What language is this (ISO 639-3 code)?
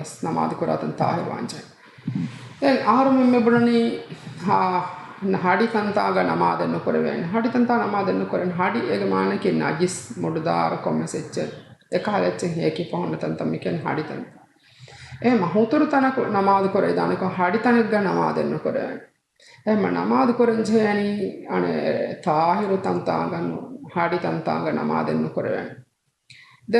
div